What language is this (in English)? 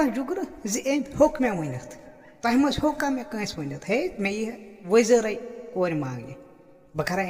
Kashmiri